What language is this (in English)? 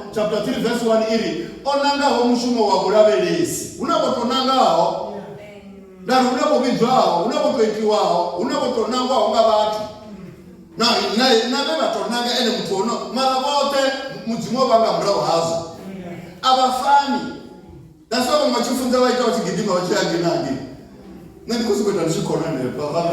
Venda